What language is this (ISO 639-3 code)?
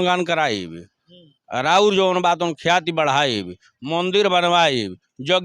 bho